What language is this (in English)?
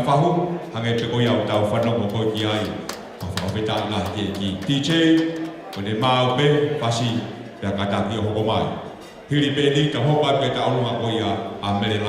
Tongan